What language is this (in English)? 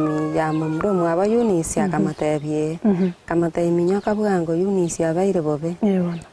Gusii